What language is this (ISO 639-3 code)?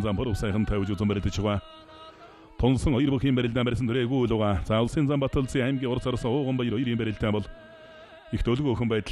mon